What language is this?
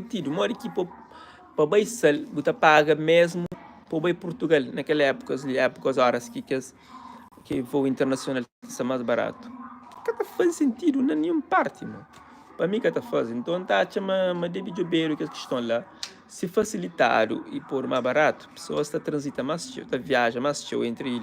Kabuverdianu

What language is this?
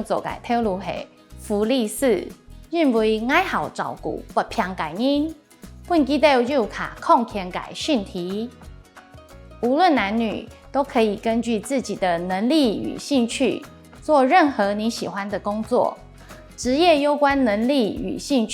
Hakka Chinese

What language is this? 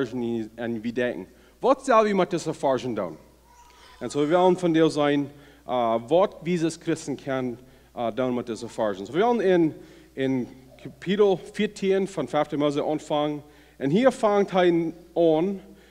Plautdietsch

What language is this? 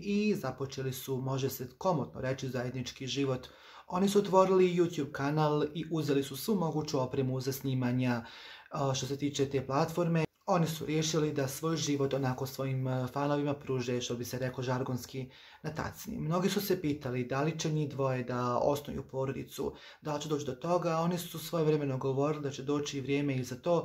Croatian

